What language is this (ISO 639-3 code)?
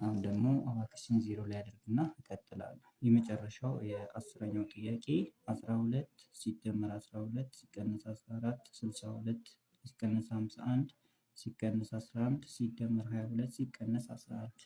amh